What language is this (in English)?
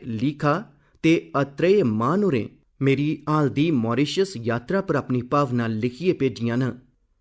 Dogri